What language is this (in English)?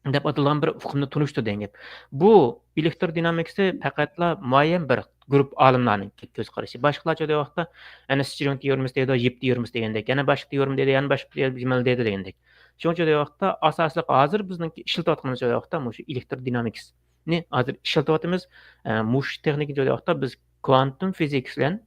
Uyghur